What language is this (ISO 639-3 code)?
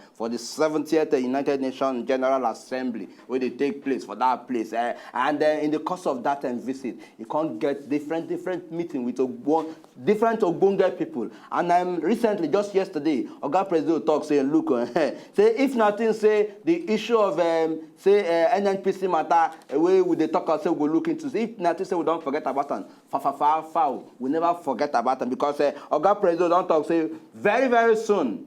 pcm